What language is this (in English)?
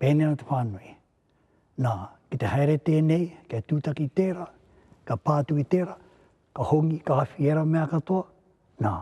Māori